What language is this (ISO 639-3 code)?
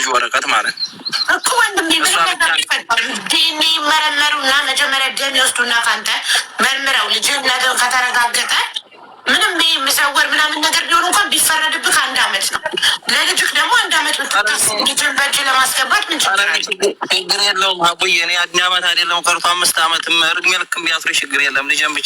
amh